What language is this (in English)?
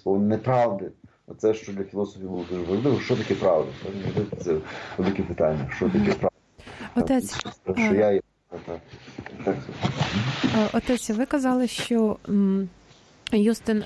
Ukrainian